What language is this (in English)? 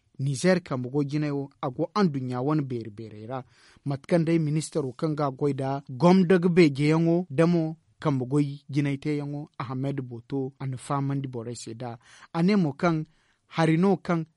Zarma